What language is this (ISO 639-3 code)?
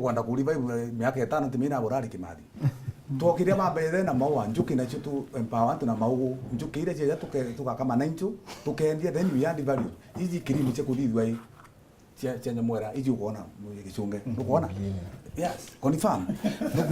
mer